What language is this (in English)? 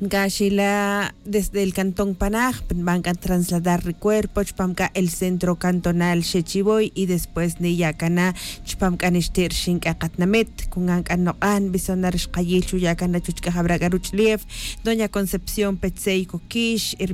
Tz'utujil